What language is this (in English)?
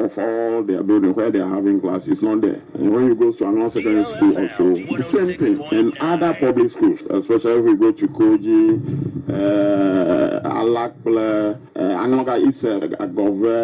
Akan